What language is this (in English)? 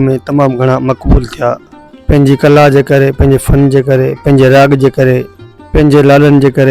Sindhi